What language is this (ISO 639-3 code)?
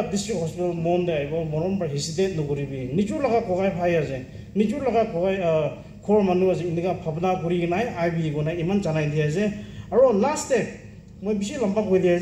nag